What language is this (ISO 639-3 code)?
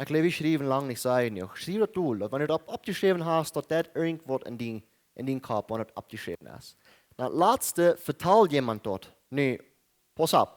pdt